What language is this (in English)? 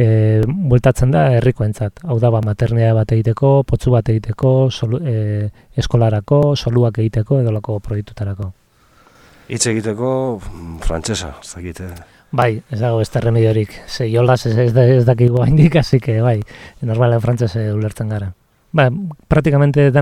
Basque